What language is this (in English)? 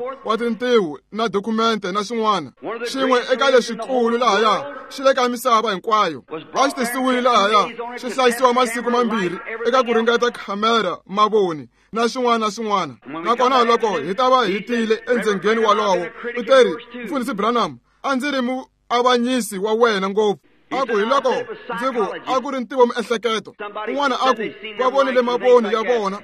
Tsonga